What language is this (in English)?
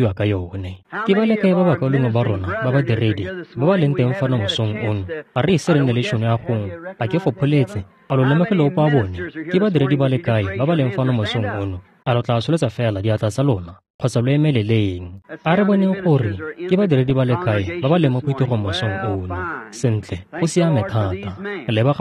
Tswana